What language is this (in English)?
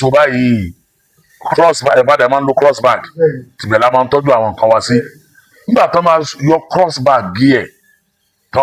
Yoruba